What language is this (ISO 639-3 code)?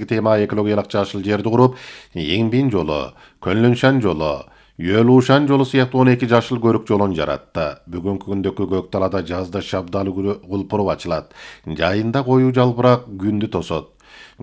kir